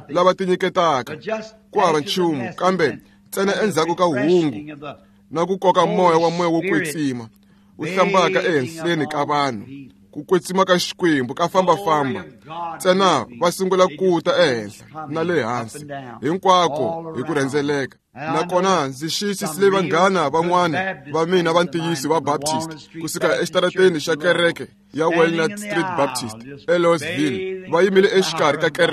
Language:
Tsonga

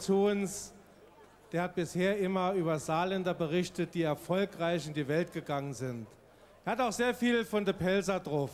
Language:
Palatine German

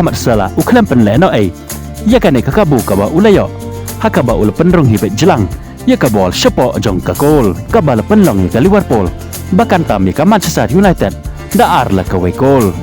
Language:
Khasi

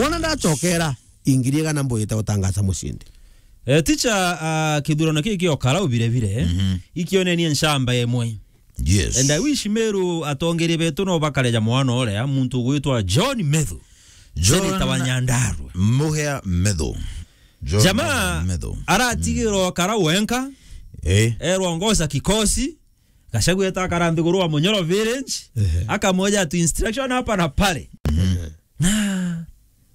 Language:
Meru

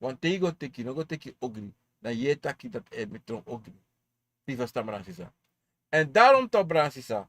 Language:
Sranan Tongo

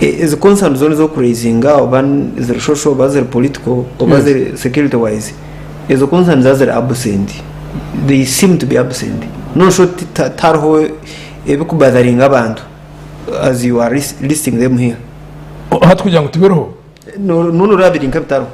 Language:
Nyankole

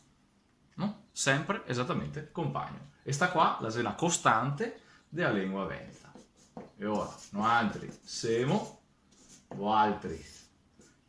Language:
Venetian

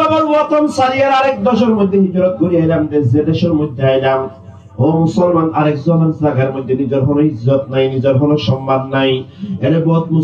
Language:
Rohingya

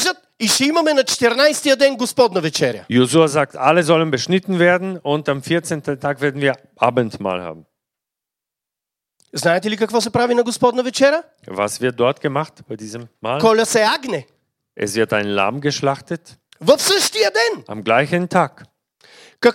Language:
Bulgarian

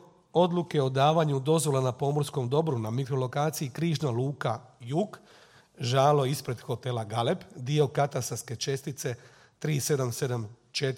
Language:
Croatian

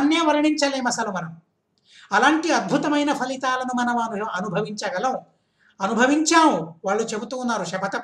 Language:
Telugu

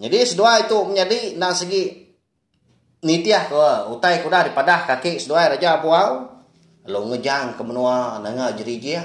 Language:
Iban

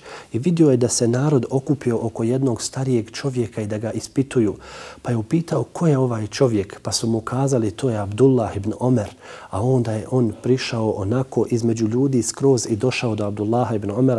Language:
Bosnian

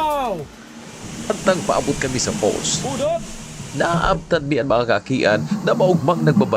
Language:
Bikol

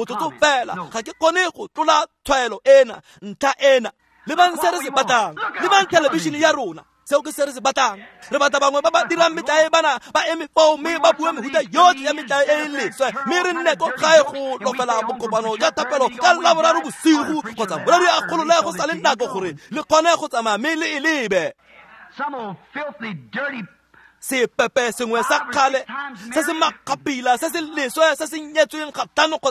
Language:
Tswana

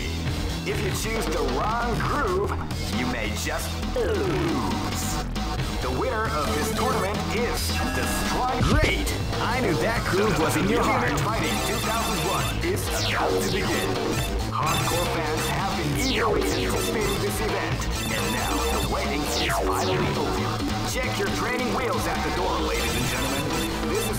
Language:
English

